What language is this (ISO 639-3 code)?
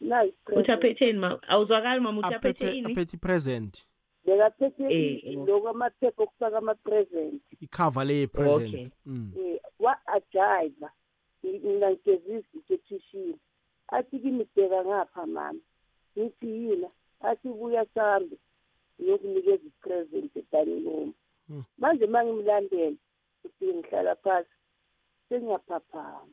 nbl